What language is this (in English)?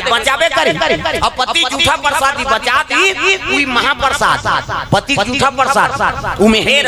Chhattisgarhi